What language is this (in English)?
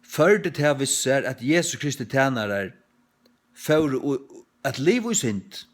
Faroese